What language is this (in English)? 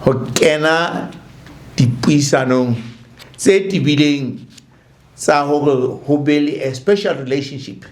Southern Sotho